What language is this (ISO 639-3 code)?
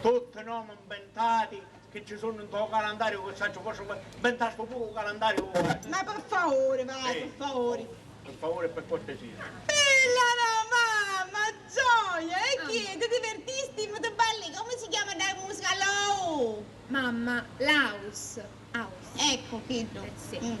scn